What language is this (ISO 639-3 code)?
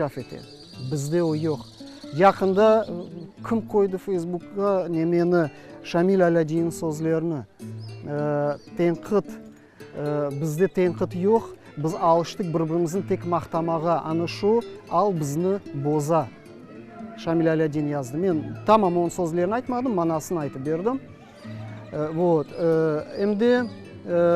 crh